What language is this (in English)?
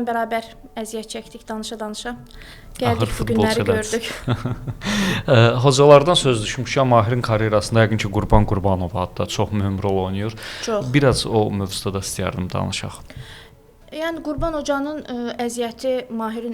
Azerbaijani